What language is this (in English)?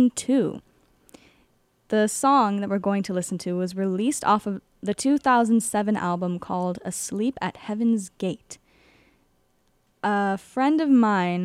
English